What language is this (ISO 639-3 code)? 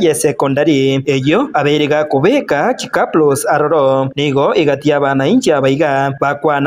guz